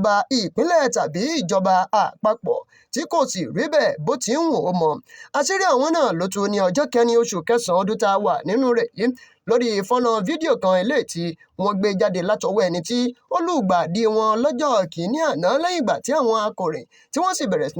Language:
Yoruba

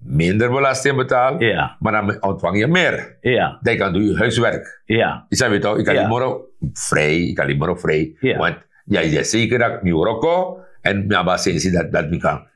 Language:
Sranan Tongo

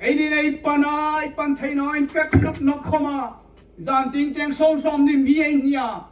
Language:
Hmar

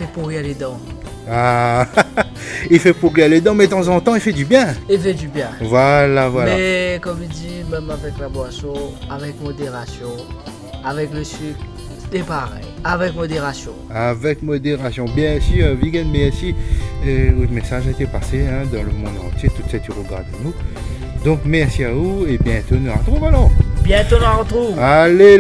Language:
Réunion Creole French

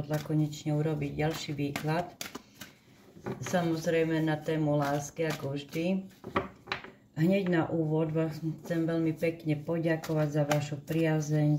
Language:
Slovak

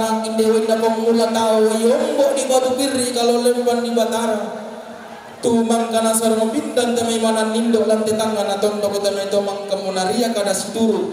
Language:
Toraja-Sa'dan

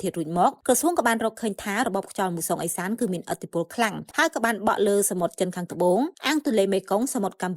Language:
Khmer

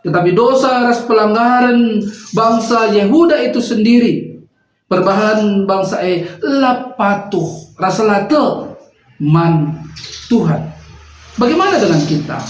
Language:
Batak Karo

